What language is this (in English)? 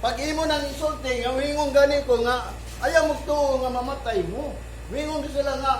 Cebuano